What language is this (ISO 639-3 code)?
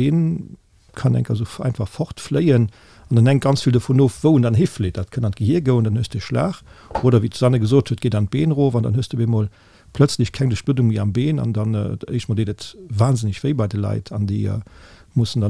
ltz